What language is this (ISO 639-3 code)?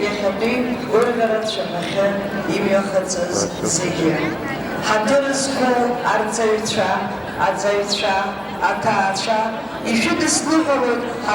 abk